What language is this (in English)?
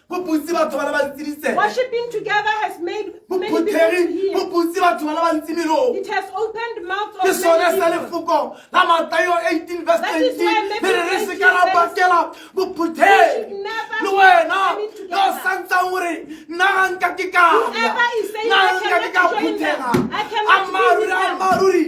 Tswana